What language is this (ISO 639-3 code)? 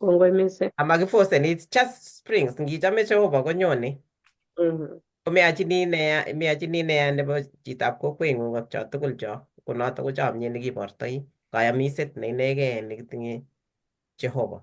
kln